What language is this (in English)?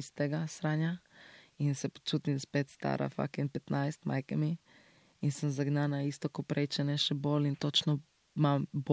Slovenian